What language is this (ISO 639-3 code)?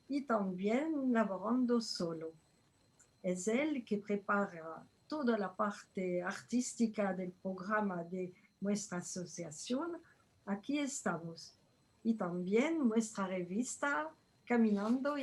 lad